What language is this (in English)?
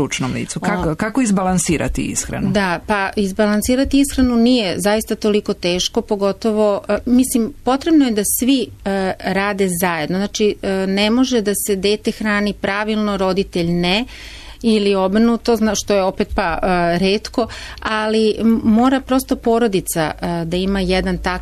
Serbian